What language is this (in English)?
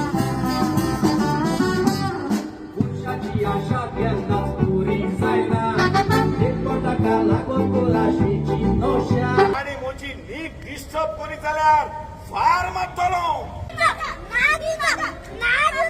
Konkani